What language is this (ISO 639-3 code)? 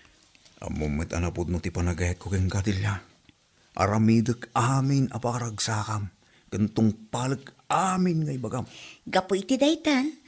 ilo